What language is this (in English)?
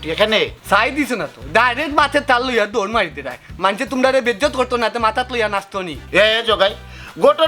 Sylheti